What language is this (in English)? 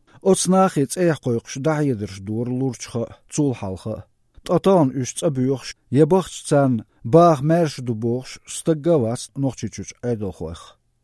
Chechen